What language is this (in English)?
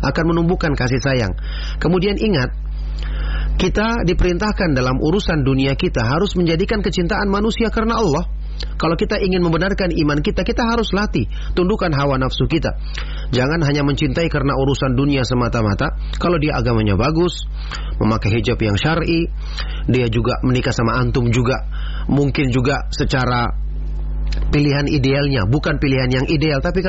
Indonesian